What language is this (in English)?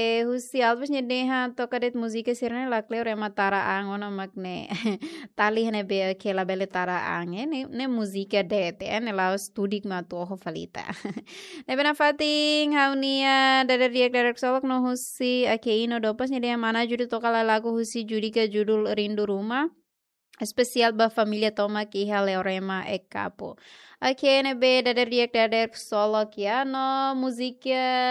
Tetum